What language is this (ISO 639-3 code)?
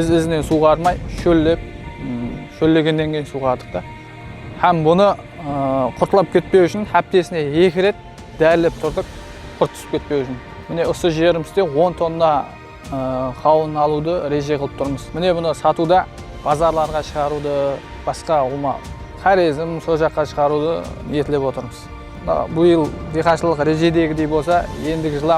kaa